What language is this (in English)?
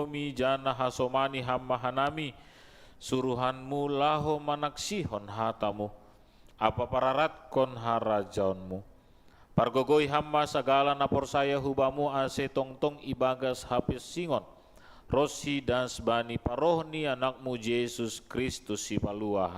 Batak Simalungun